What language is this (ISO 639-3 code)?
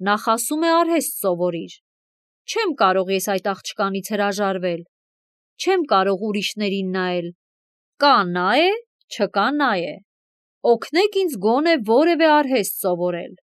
hye